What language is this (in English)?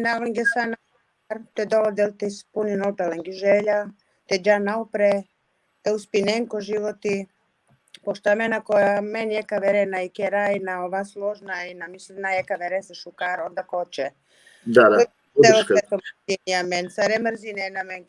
Balkan Romani